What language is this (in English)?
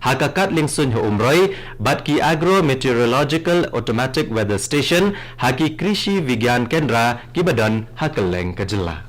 Khasi